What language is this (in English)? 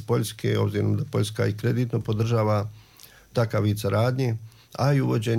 Serbian